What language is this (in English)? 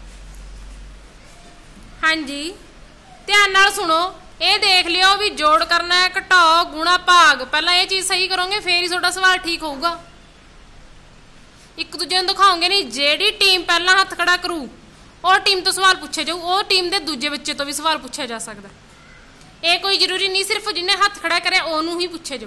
Punjabi